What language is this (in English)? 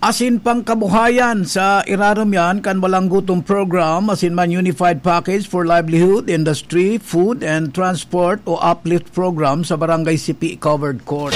Bikol